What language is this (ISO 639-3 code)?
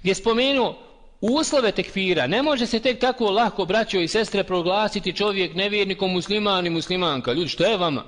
bos